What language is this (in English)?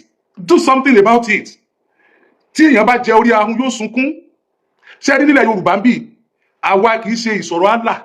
Yoruba